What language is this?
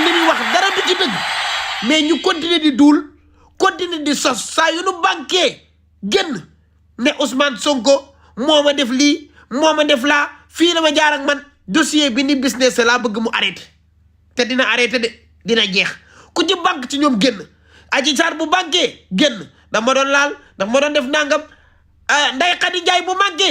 Wolof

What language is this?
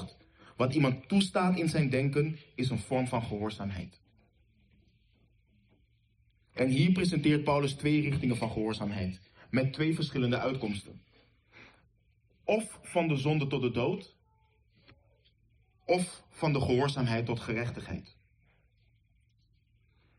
Dutch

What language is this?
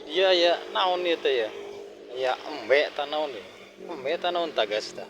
Sundanese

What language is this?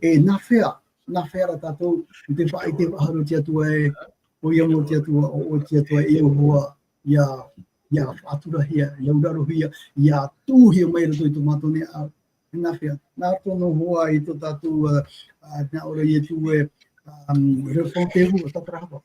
Tahitian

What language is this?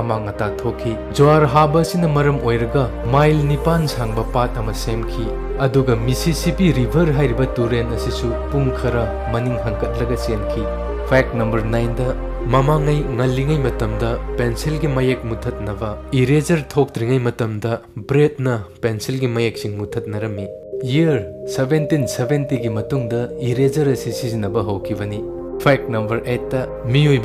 Manipuri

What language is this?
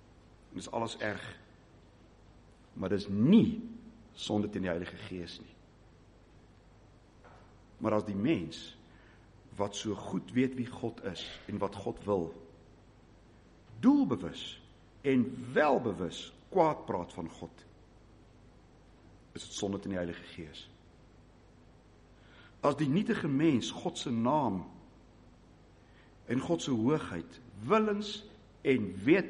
Afrikaans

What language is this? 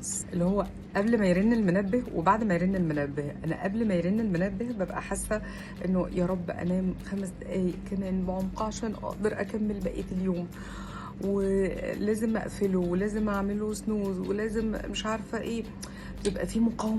Egyptian Arabic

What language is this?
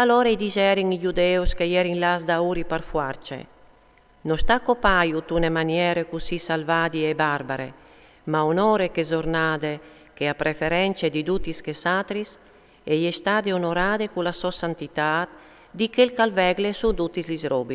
Friulian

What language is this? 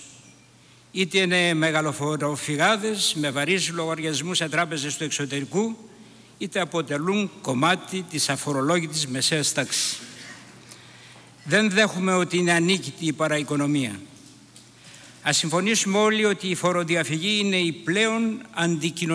Greek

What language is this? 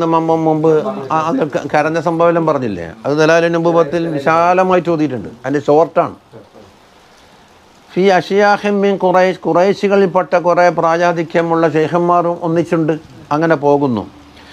Malayalam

